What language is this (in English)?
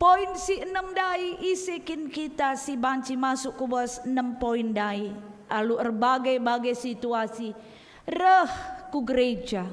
Batak Karo